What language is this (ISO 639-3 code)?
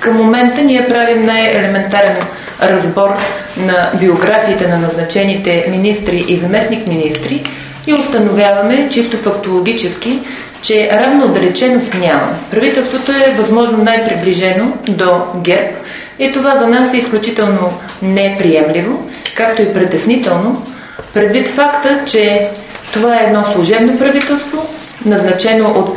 bul